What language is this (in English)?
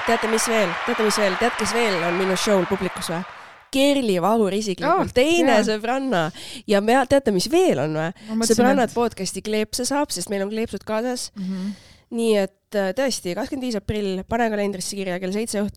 Estonian